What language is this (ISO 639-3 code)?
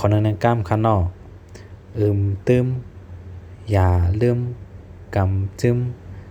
shn